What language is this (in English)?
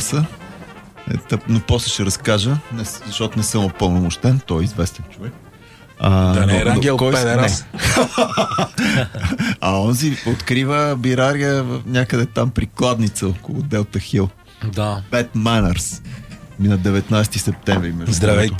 Bulgarian